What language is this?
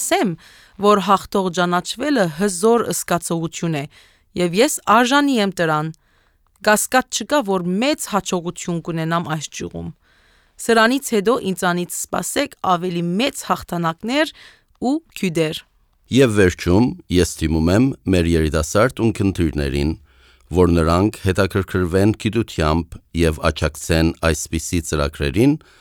Armenian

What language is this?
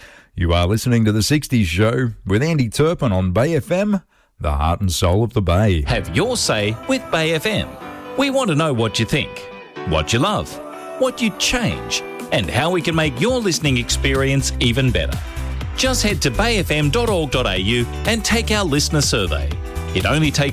English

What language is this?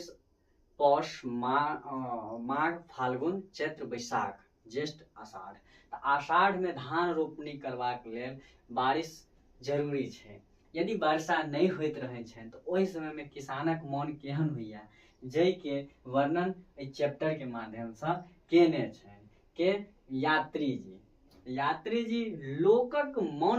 Maithili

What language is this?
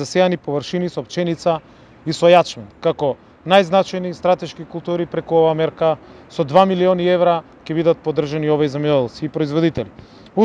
Macedonian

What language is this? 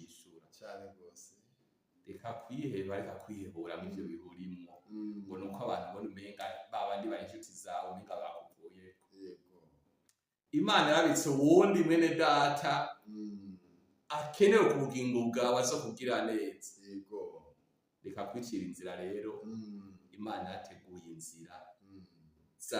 Rundi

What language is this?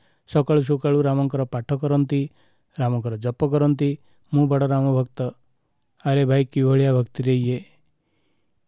Odia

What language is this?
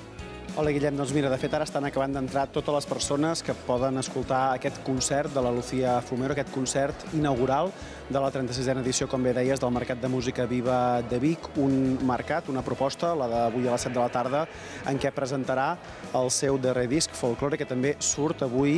Catalan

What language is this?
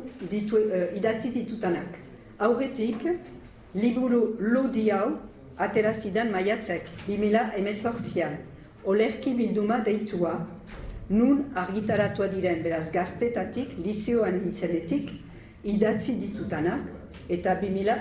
Basque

